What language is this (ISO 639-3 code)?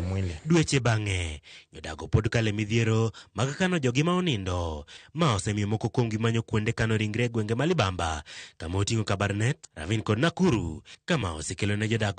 luo